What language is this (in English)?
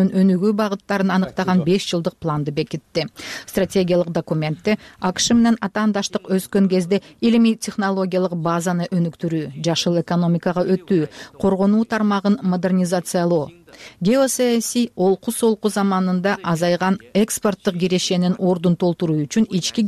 Kyrgyz